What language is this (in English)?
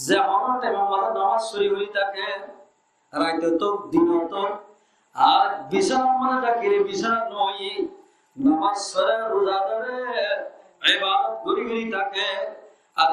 Rohingya